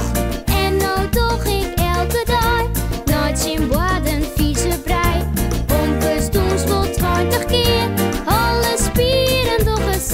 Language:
Western Frisian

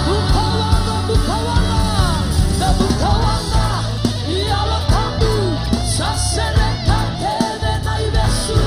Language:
Fijian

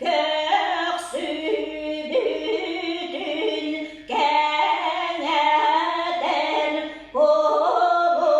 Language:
Yakut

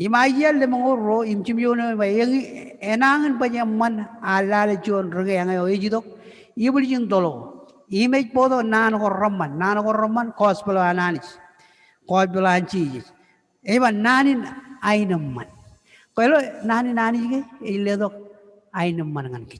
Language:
Marshallese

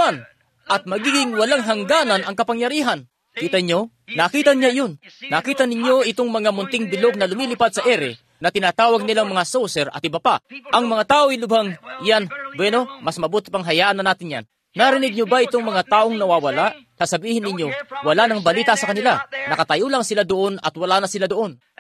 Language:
Filipino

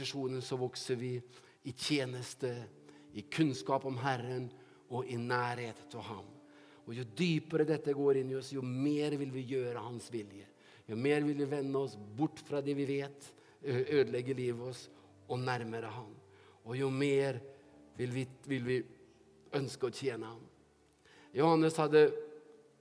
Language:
Norwegian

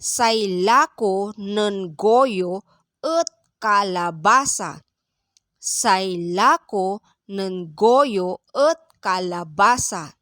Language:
Pangasinan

